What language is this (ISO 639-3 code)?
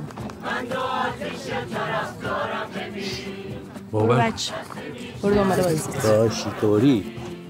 fas